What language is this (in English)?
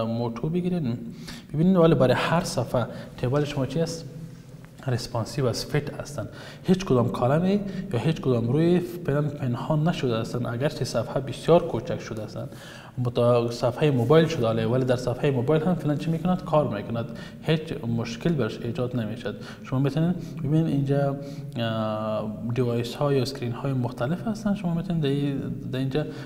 Persian